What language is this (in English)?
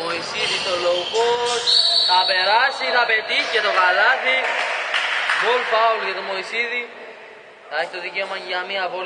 Greek